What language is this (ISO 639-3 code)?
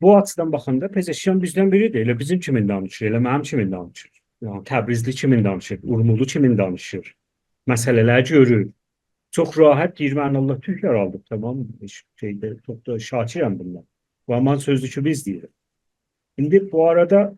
azb